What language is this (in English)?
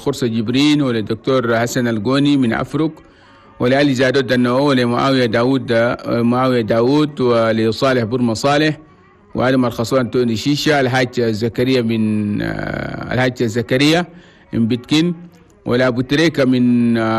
Chadian Arabic